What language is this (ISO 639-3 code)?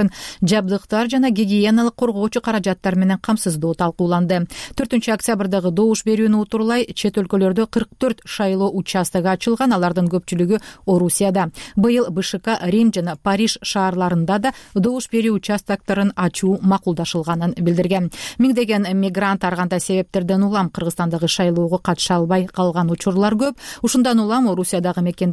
kir